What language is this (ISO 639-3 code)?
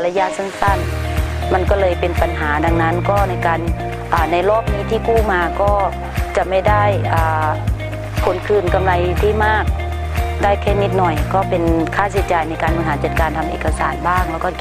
tha